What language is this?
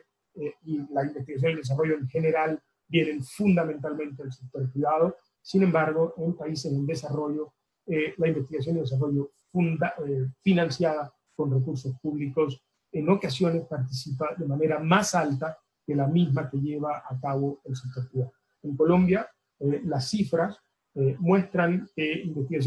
Spanish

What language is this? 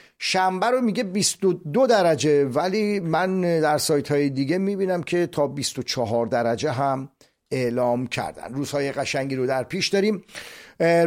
Persian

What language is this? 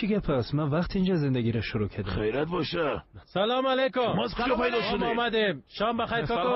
Persian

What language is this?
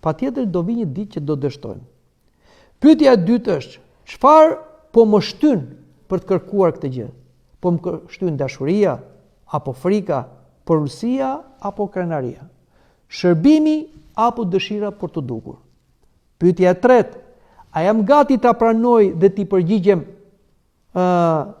Albanian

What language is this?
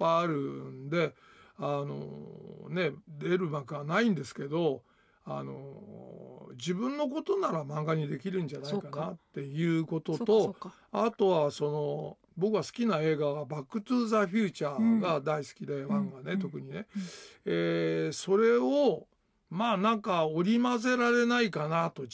Japanese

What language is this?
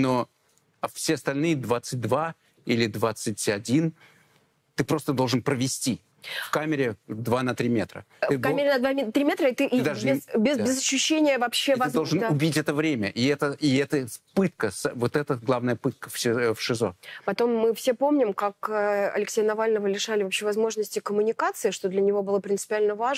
Russian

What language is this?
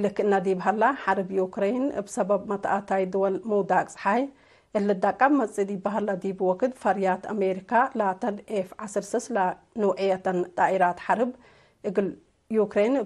Tigre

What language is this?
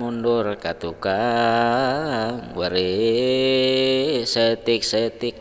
Sundanese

